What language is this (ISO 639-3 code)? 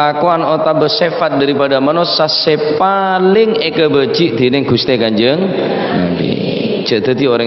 mad